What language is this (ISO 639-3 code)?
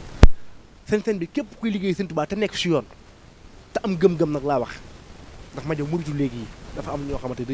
wol